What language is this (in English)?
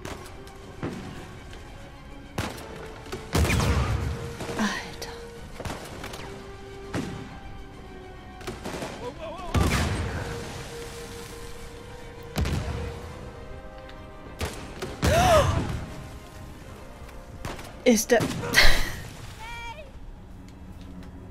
German